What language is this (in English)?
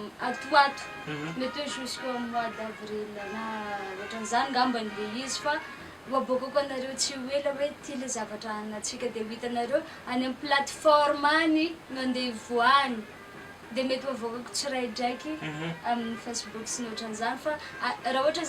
Malagasy